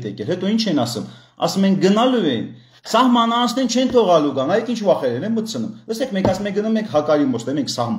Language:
Armenian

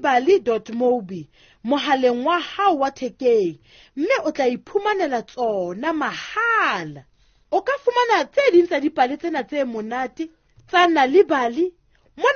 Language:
Southern Sotho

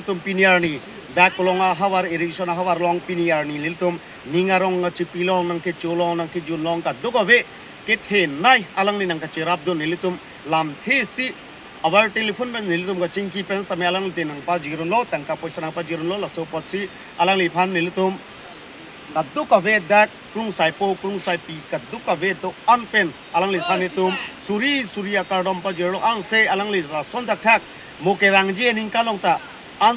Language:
Karbi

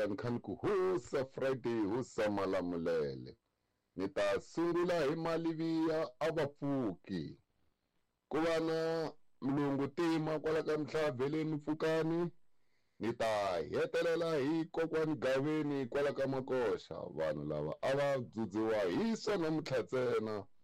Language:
Tsonga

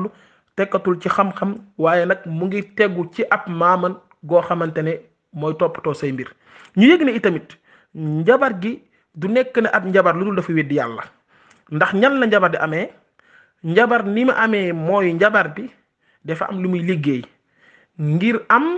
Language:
Wolof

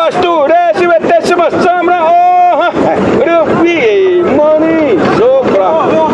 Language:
Xavánte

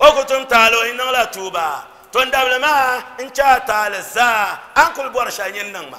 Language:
Dagbani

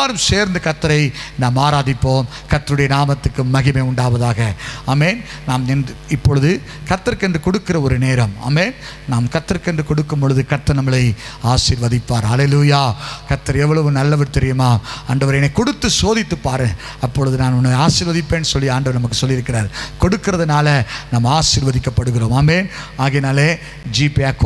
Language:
Tamil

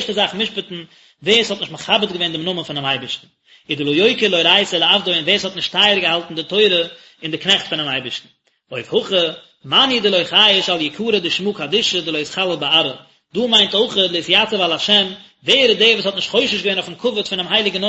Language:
Yiddish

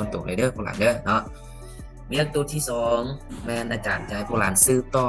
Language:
Lao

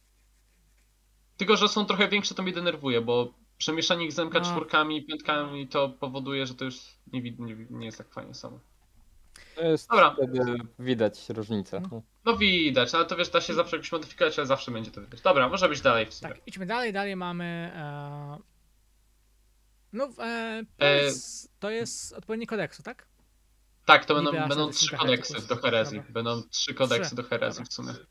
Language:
Polish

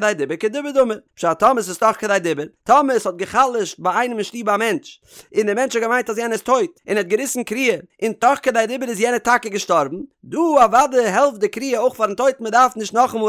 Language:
Yiddish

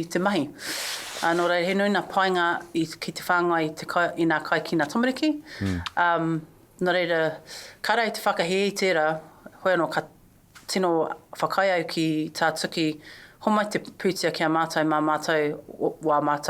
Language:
Māori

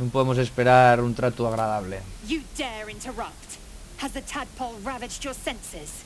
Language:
Asturian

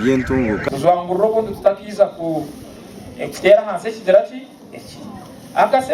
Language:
Nyankole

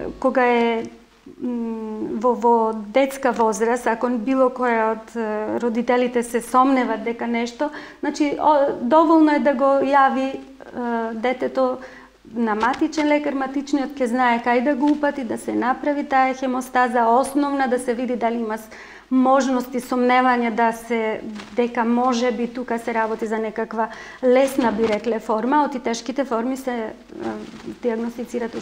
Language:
Macedonian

